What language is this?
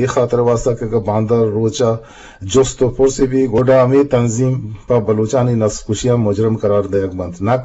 Eastern Balochi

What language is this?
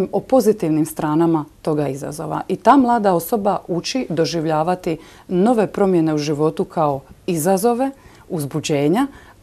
Croatian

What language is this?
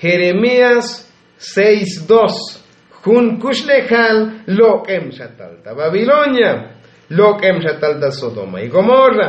Tzotzil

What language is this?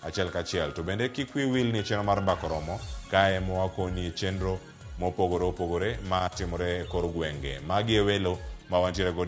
Luo (Kenya and Tanzania)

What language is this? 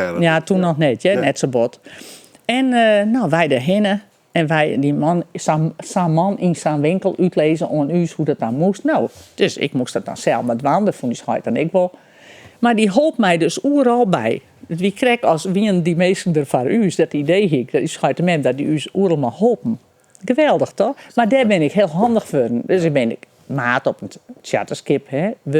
Western Frisian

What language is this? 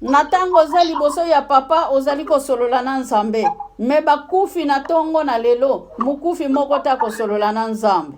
Lingala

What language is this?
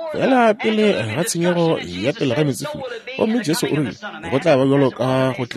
Northern Sotho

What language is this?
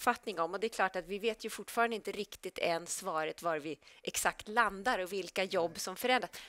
Swedish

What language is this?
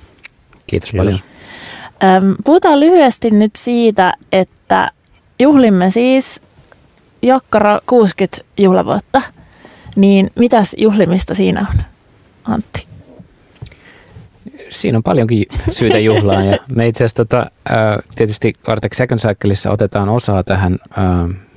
Finnish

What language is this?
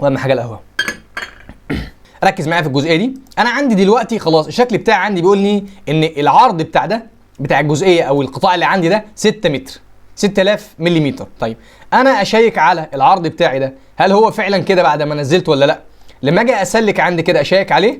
Egyptian Arabic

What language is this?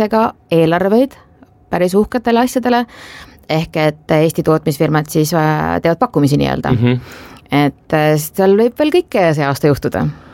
Estonian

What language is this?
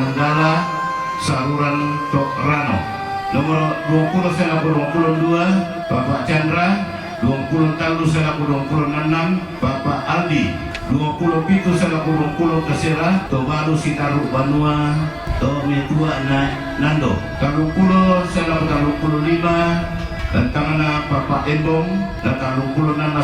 Toraja-Sa'dan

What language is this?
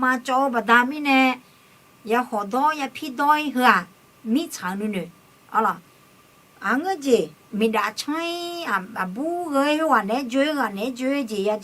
Akha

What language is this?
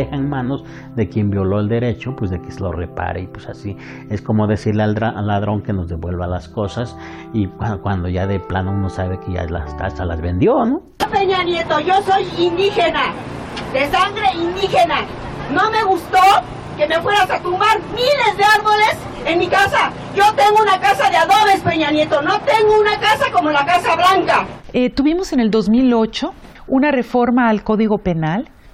Spanish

